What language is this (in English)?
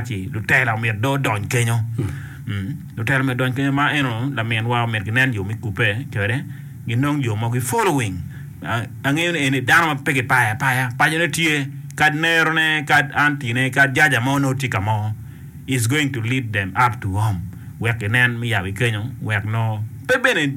Acoli